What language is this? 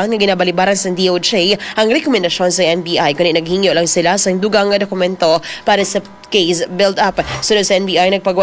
Hiligaynon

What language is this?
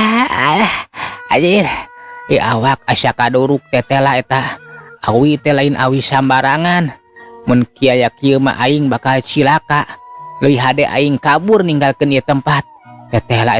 Sundanese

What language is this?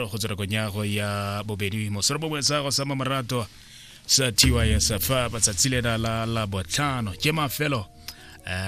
Tswana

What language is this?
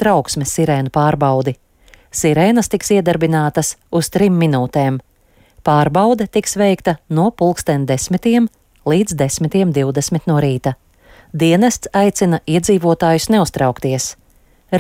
Latvian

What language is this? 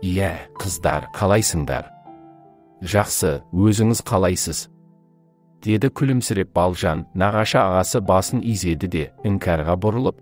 Kazakh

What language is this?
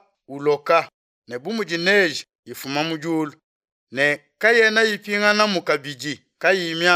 Luba-Lulua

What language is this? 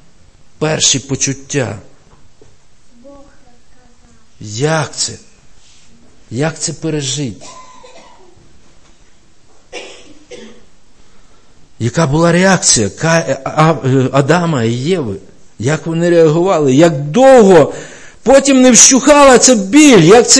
Ukrainian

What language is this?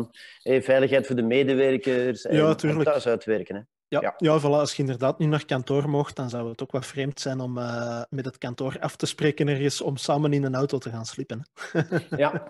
Dutch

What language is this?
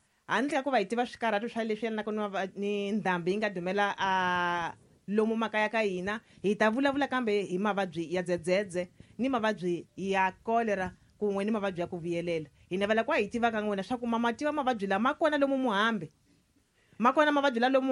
Tsonga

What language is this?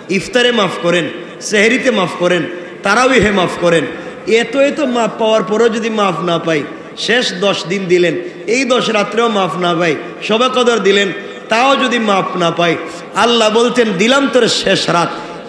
Bangla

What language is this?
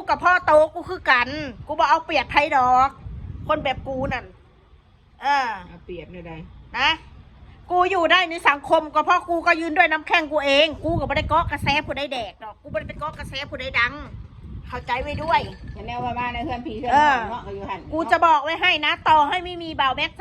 Northeastern Thai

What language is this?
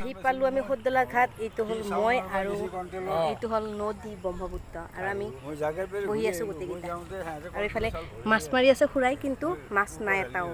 Assamese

